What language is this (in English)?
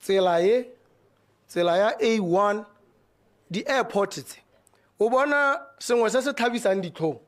Tswana